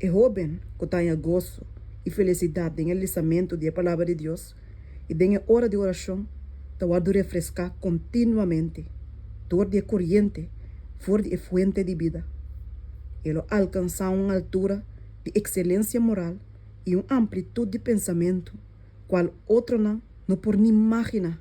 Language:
Papiamento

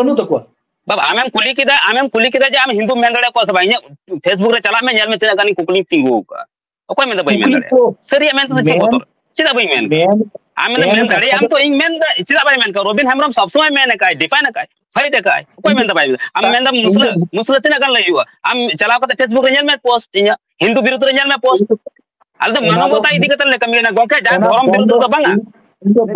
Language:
Santali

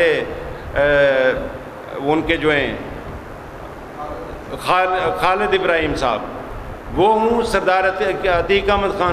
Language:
Urdu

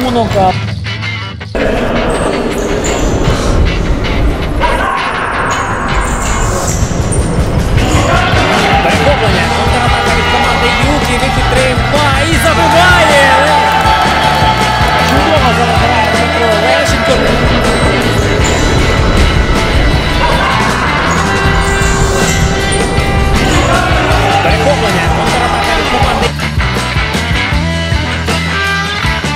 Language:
Ukrainian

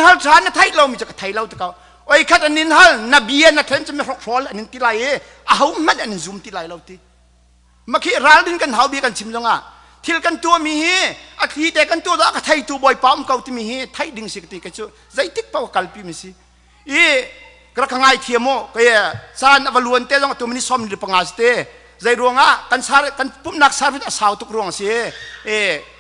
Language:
Hakha Chin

